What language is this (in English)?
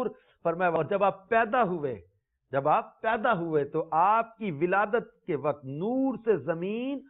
Urdu